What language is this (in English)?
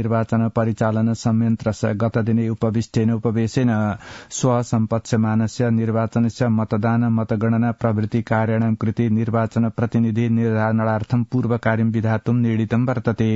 Sanskrit